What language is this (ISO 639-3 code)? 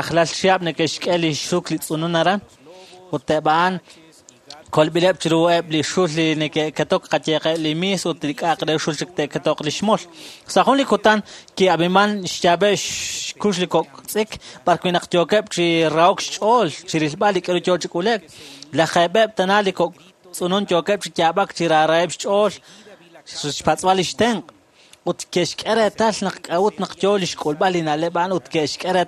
kek